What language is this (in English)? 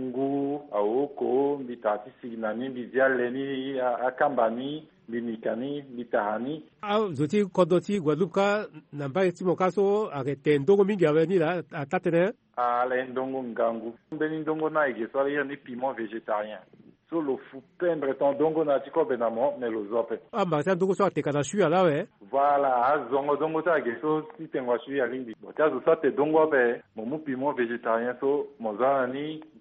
Sango